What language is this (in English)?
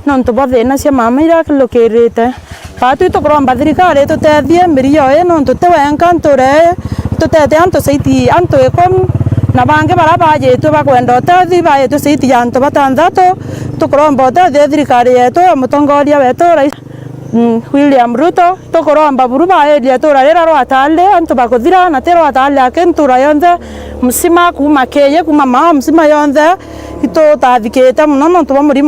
Meru